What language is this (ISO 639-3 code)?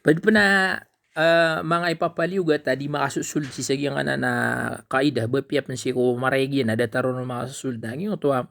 mrw